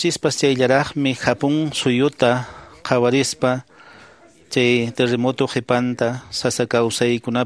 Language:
Quechua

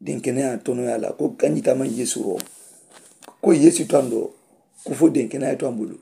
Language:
Mandingo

